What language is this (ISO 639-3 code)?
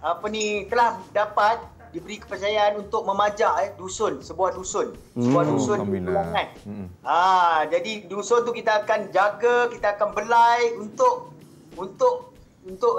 msa